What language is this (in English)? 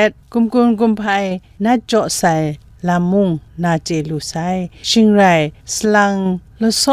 Kachin